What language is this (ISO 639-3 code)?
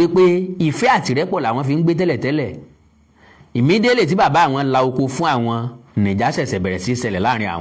yor